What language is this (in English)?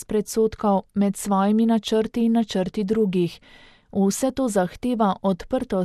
Slovenian